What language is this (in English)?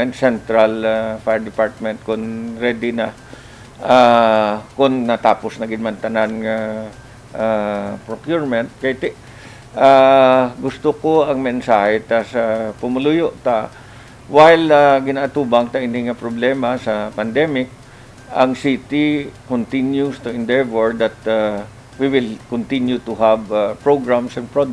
Hiligaynon